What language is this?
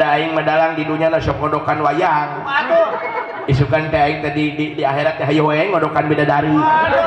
Sundanese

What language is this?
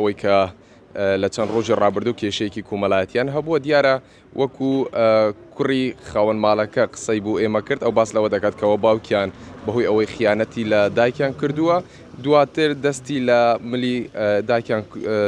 Central Kurdish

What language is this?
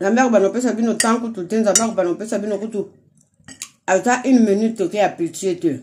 Lingala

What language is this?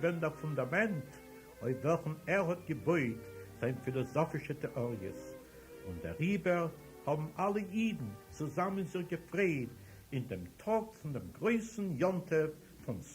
Yiddish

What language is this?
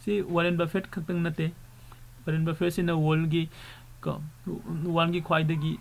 Manipuri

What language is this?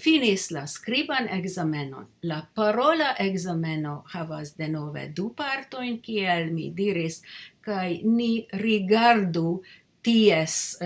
Esperanto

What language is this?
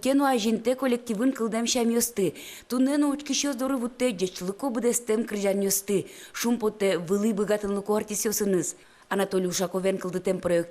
Udmurt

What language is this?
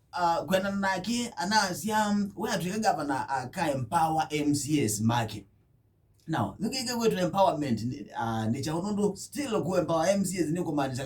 Kamba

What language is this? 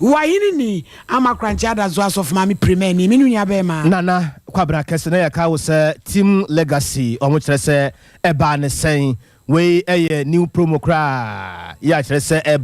Akan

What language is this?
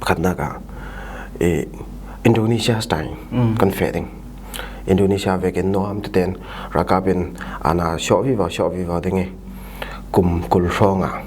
Falam Chin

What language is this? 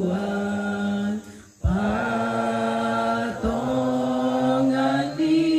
Toraja-Sa'dan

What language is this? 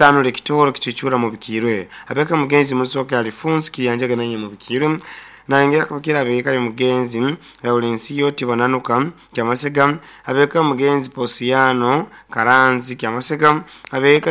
Nyoro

